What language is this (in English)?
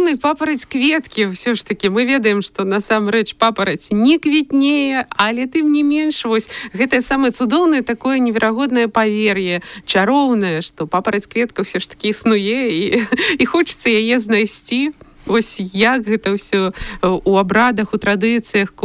Belarusian